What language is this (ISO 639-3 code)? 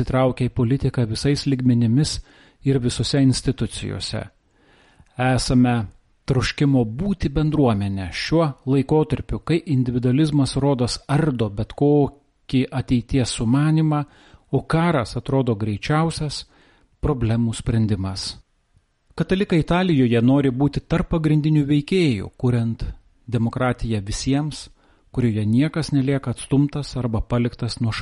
lit